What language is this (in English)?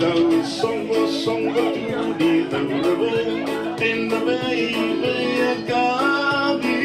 Fijian